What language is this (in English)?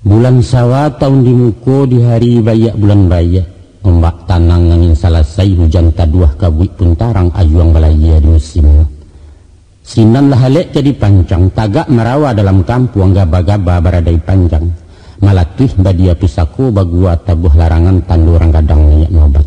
Minangkabau